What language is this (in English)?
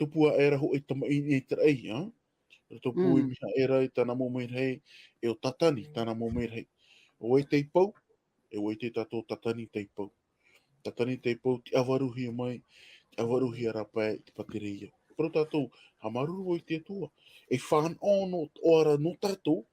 Tahitian